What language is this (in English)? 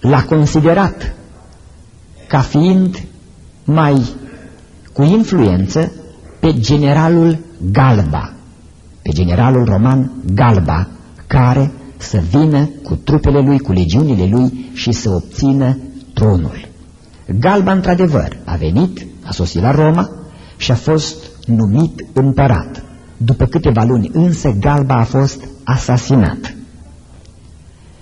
Romanian